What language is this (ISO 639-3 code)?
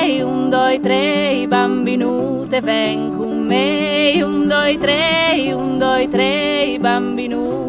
fur